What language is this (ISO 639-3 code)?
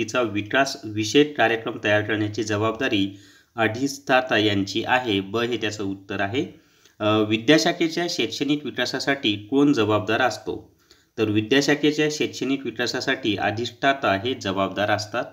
mar